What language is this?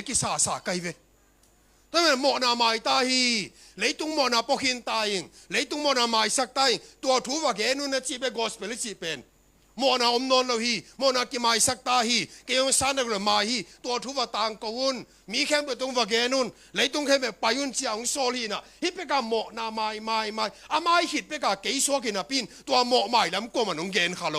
Tedim Chin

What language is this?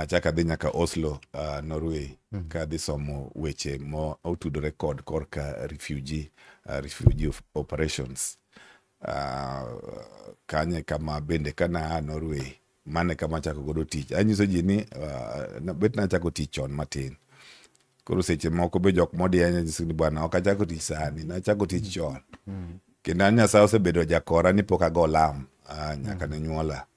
Luo (Kenya and Tanzania)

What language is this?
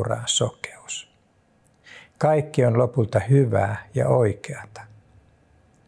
Finnish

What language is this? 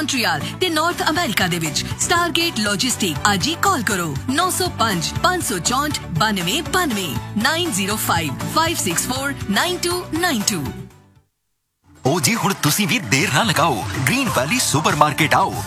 Punjabi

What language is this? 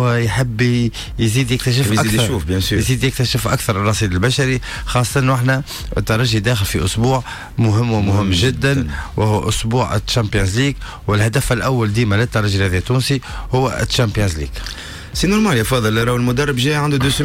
Tunisian Arabic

